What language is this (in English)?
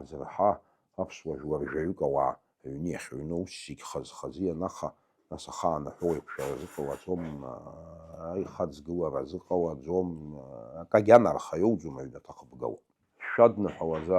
Abkhazian